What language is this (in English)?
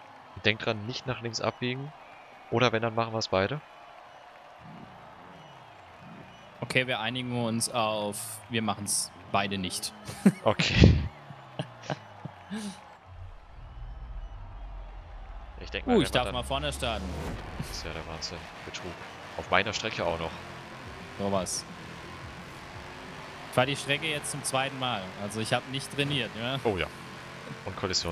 German